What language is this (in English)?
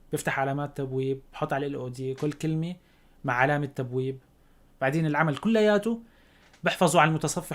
North Levantine Arabic